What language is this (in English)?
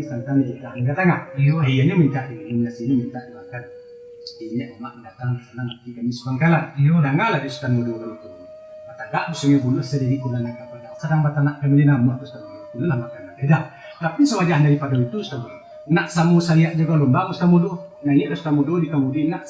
Minangkabau